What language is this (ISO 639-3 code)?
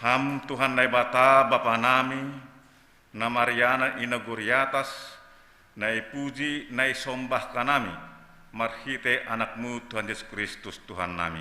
bts